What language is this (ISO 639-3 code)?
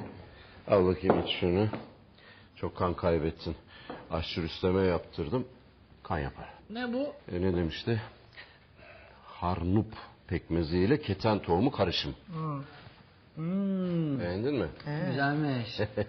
tur